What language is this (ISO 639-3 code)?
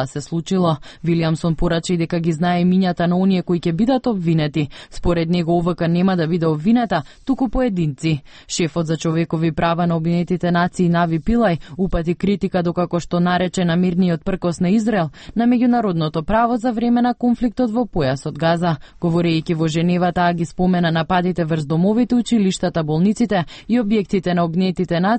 mkd